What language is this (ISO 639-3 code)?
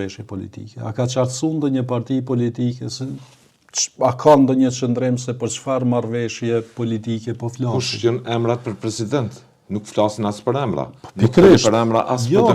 sqi